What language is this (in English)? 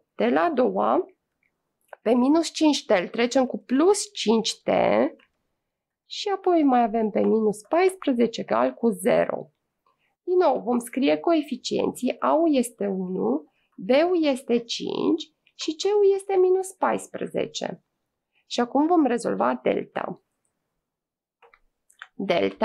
Romanian